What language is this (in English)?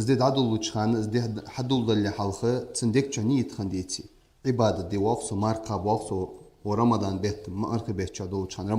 Ingush